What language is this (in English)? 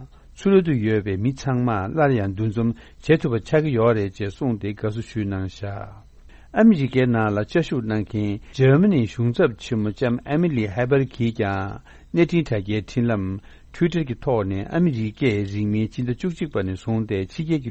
Tibetan